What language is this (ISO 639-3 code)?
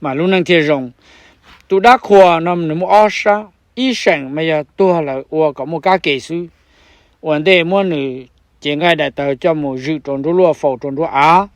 hmn